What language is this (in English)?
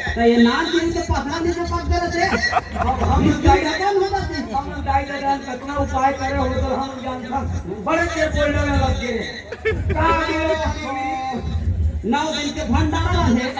Chhattisgarhi